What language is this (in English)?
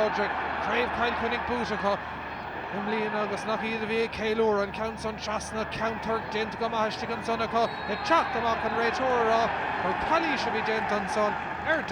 Irish